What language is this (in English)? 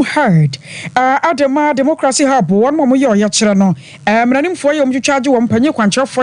Akan